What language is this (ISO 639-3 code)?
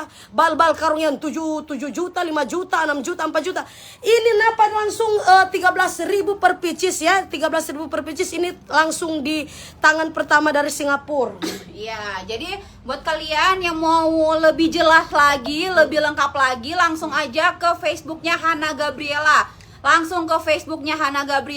xmm